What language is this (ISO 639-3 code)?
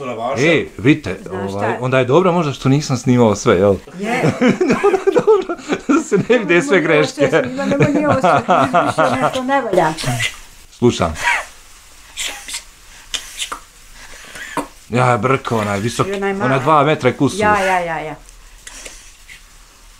bos